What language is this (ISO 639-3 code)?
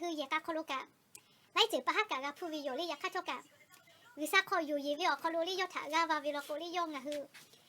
lhu